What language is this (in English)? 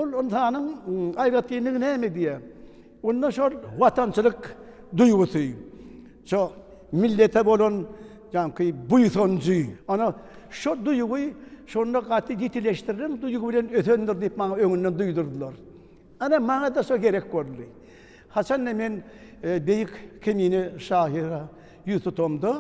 Turkmen